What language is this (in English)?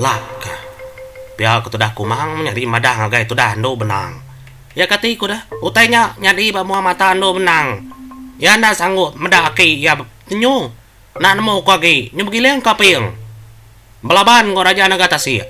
Iban